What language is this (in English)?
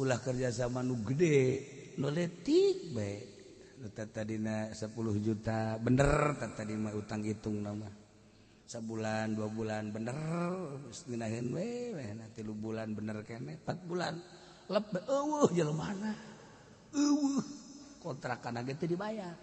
Sundanese